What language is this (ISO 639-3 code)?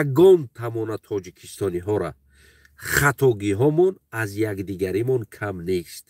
tgk